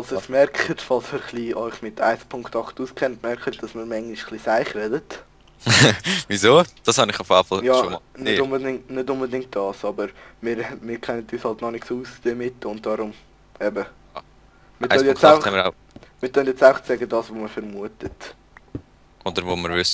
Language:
Swiss German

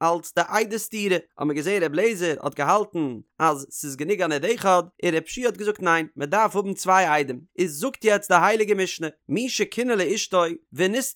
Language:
Yiddish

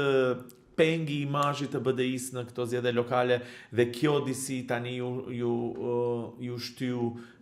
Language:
Albanian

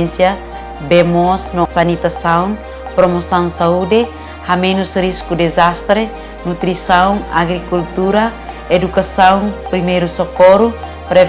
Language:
Tetum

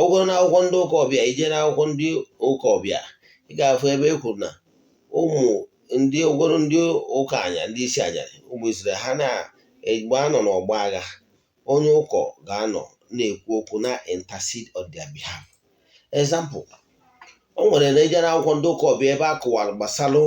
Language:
Igbo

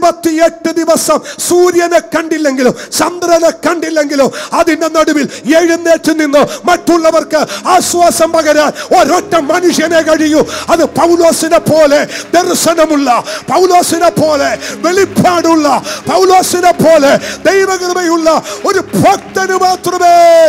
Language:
Malayalam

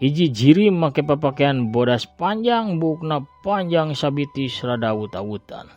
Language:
Sundanese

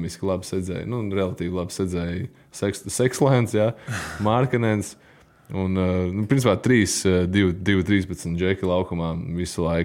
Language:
Latvian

